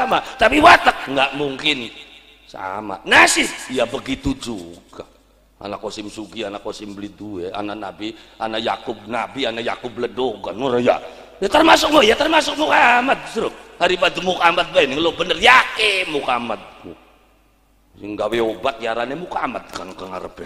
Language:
Javanese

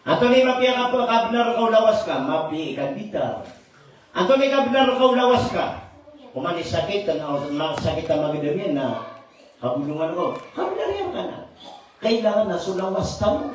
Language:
Maranao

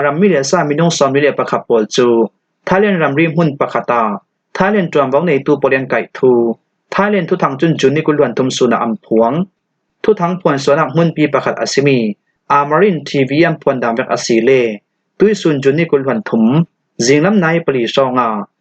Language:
Falam Chin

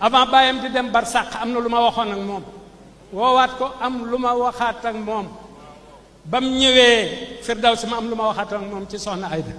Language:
Wolof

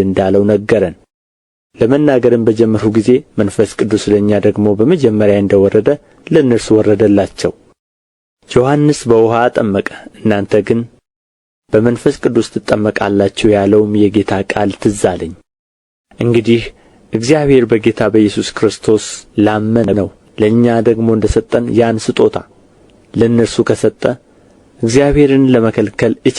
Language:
Amharic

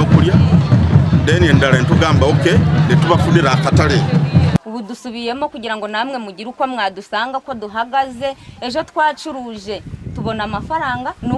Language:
Nyankole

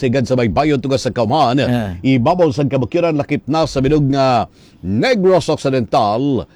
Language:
Hiligaynon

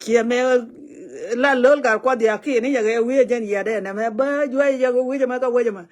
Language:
Nuer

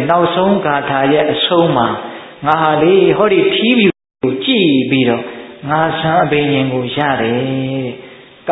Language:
Burmese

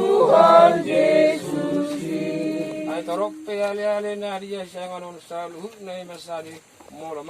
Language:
Batak Toba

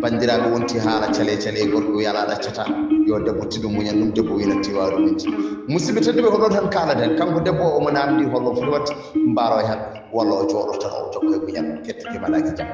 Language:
Fula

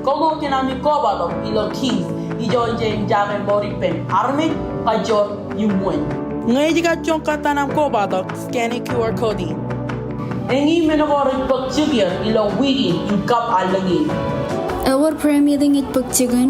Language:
Marshallese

